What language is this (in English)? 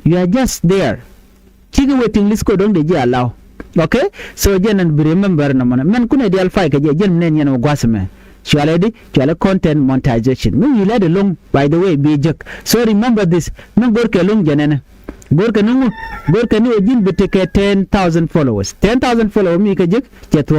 Nuer